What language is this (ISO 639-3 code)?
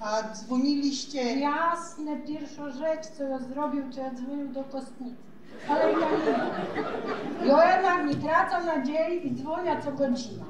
szl